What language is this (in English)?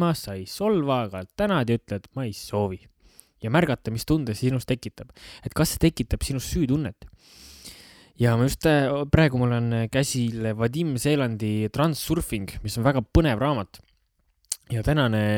Estonian